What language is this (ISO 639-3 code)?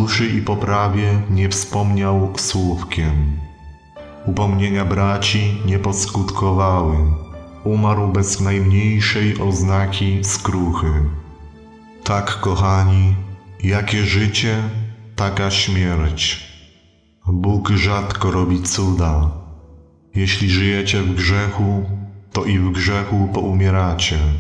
pol